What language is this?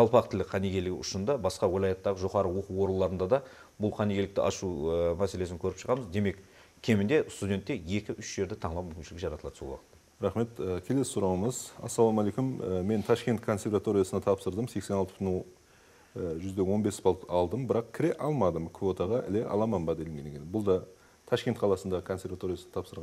Kara-Kalpak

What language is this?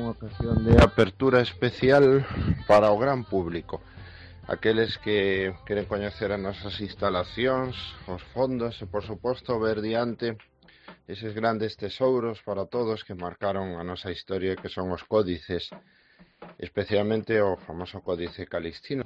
Galician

